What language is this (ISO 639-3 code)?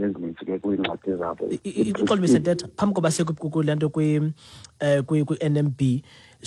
xho